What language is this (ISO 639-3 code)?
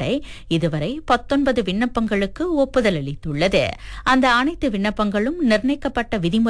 tam